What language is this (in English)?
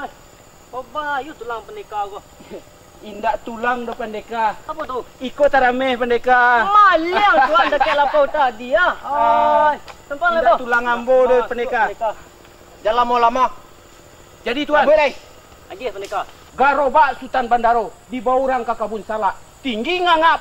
Minangkabau